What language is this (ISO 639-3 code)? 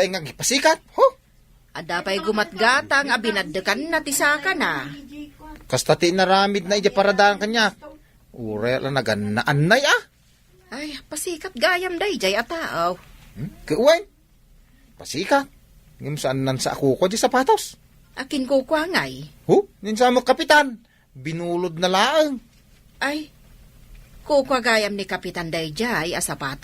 ilo